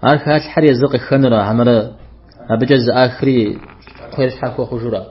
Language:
Kabardian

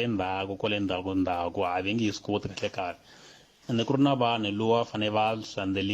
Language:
Tsonga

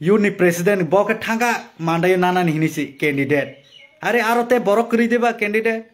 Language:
Kok Borok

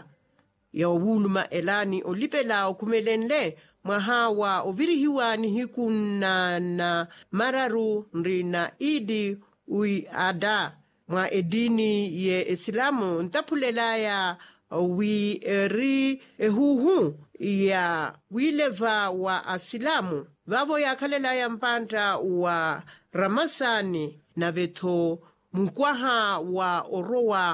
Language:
Makhuwa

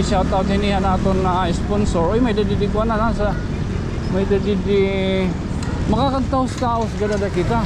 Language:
Waray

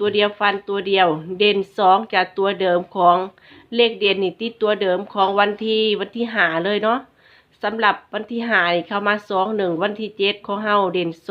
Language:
Northeastern Thai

